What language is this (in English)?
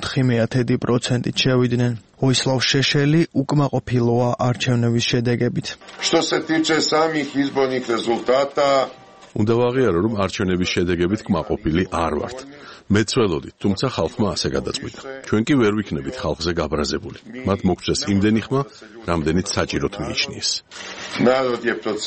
Georgian